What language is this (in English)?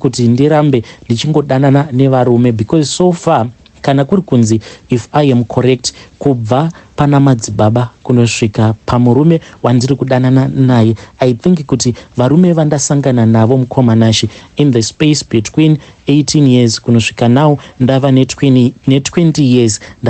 Shona